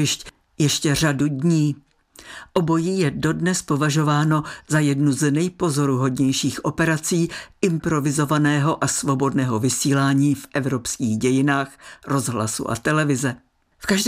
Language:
Czech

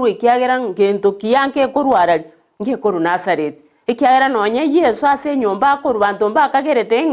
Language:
Gusii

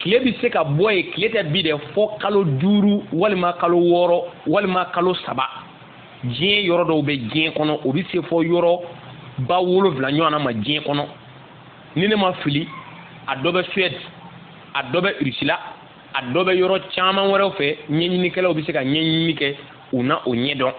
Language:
Bambara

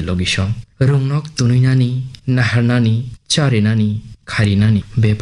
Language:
Kok Borok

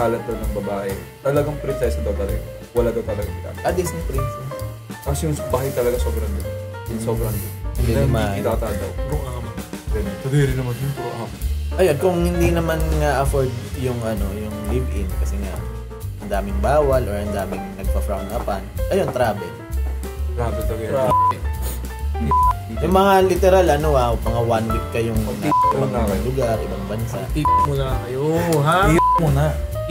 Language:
Filipino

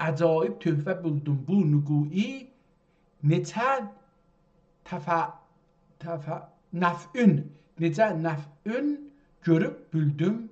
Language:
South Azerbaijani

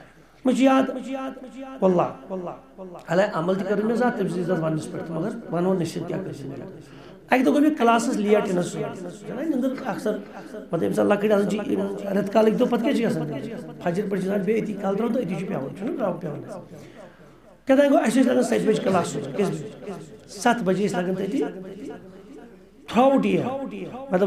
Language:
Kashmiri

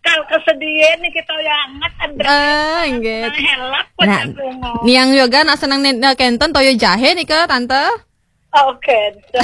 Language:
Balinese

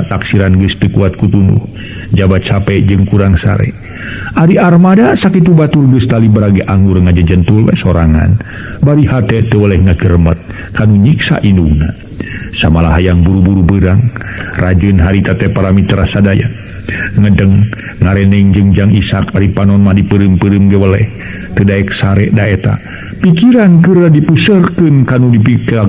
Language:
Sundanese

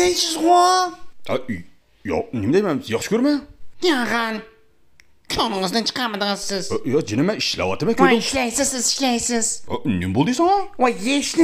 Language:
Uyghur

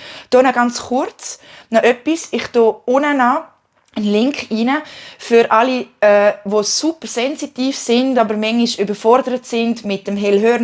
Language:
Swiss German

